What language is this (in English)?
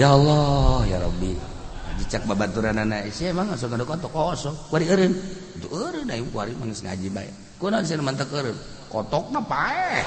Sundanese